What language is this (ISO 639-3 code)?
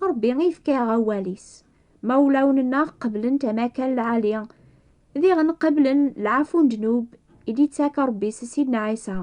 kab